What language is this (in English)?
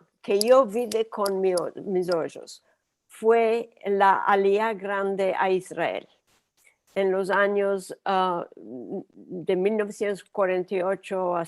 Ladino